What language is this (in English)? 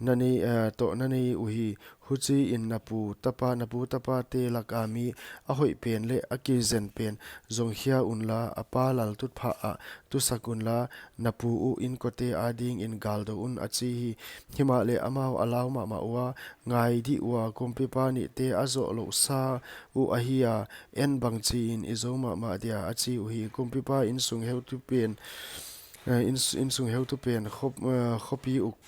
Paite Chin